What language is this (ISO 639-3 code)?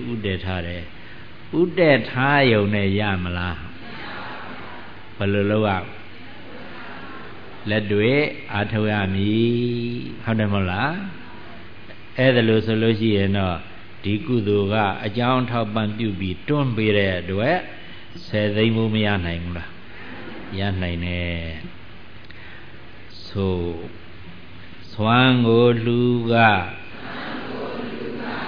mya